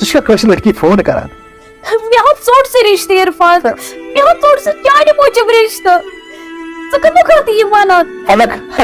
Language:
Kashmiri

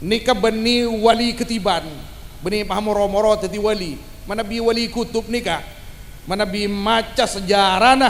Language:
Madurese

